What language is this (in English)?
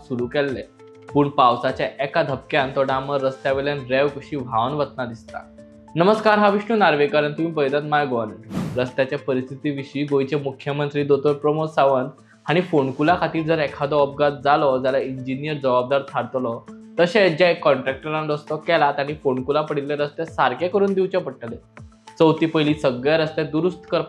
Konkani